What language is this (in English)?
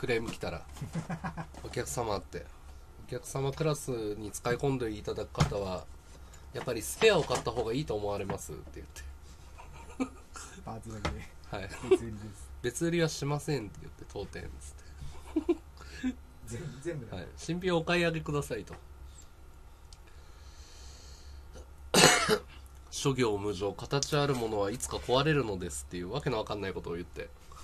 Japanese